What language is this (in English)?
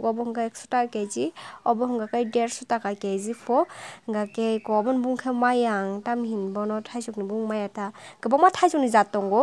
Kok Borok